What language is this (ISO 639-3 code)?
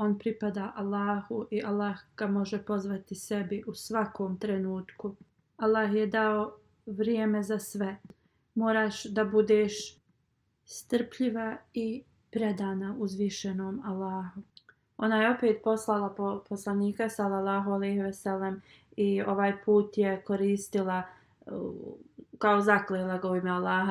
bos